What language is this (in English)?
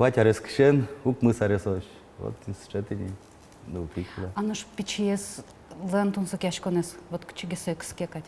Udmurt